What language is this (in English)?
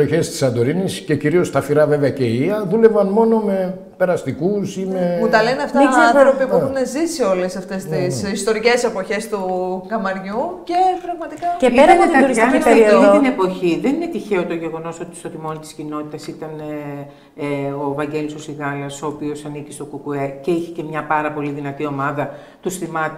Greek